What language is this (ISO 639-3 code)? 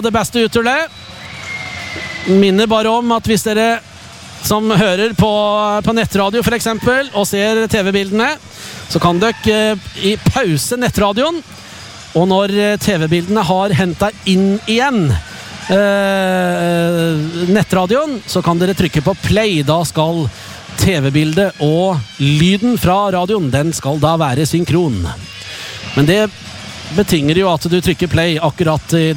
nor